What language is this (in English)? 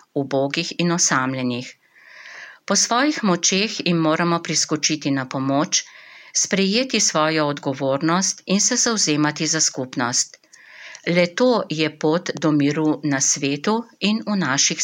Slovenian